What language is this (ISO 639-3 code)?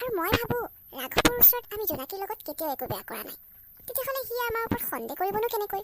asm